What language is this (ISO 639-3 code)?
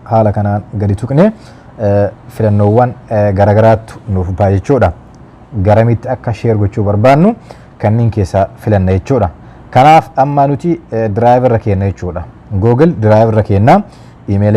orm